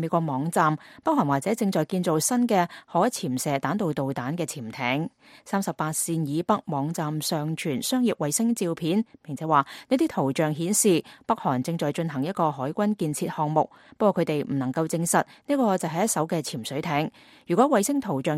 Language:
Cantonese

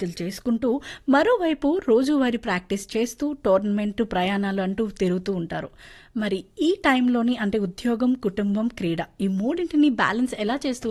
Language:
Telugu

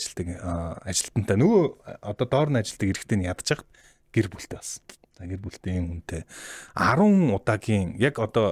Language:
Mongolian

